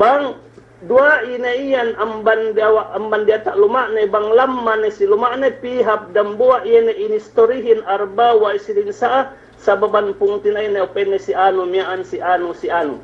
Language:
Yakan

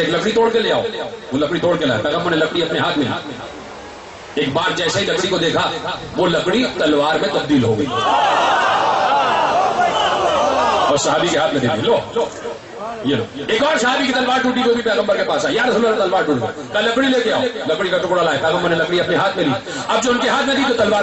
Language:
Urdu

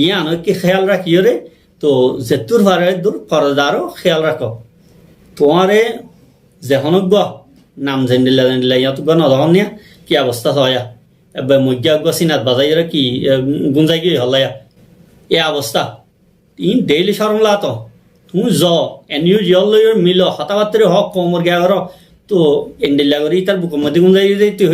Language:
Rohingya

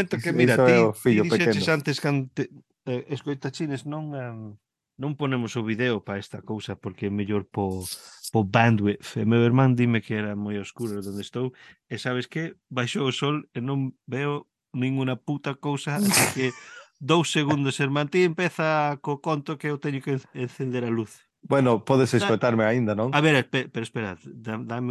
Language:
Galician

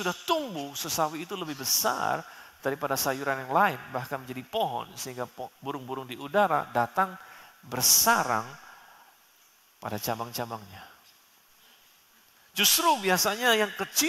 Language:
Indonesian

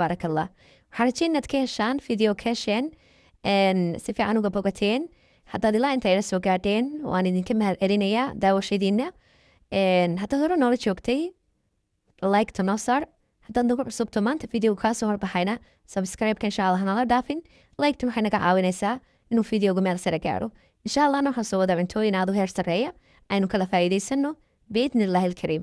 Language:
Somali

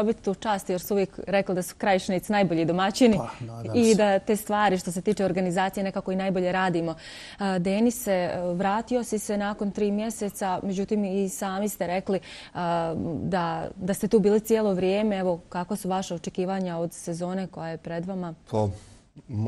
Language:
Bosnian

